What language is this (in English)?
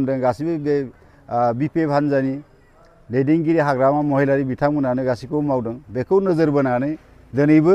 Bodo